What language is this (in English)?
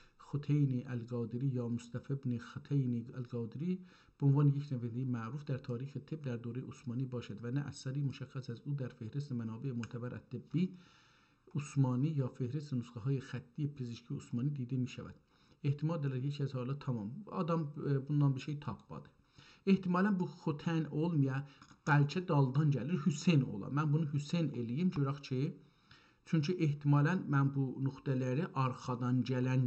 South Azerbaijani